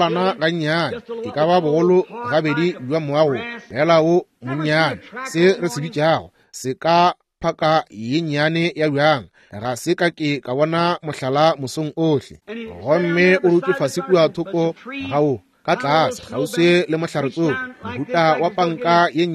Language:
Northern Sotho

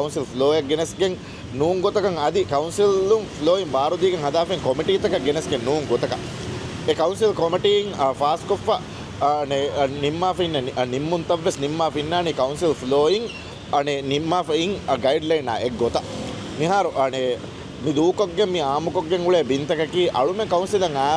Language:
Divehi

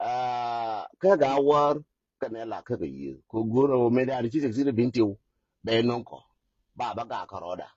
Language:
Nuer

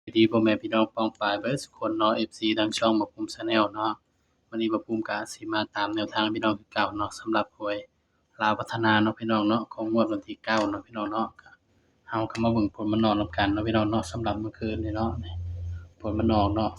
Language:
Northeastern Thai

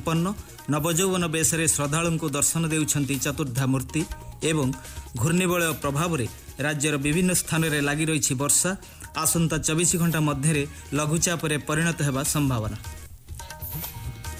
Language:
Odia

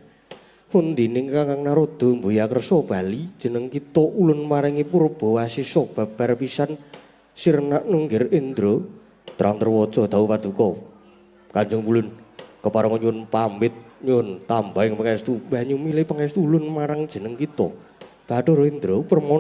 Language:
Javanese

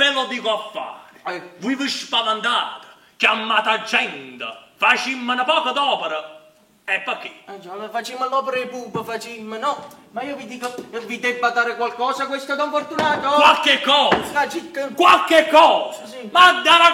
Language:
Neapolitan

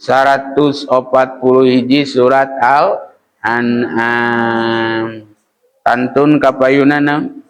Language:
Sundanese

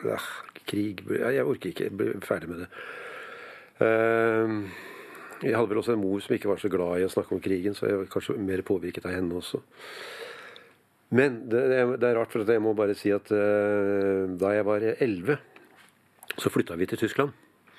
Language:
Norwegian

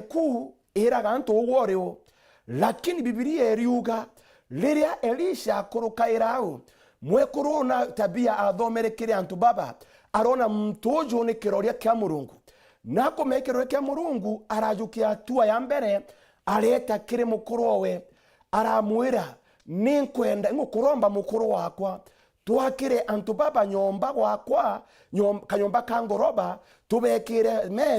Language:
Meru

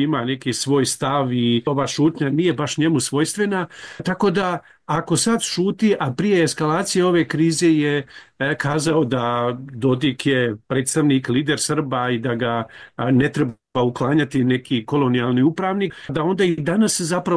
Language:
Bosnian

